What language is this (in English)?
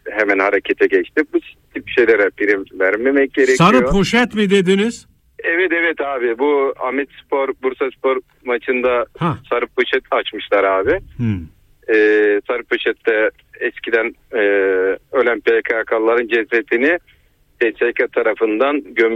Turkish